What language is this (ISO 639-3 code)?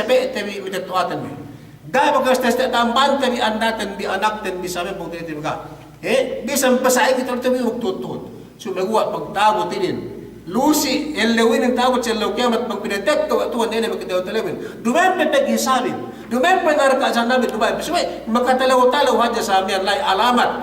yka